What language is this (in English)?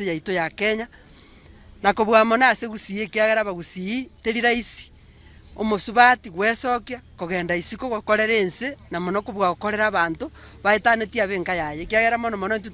Gusii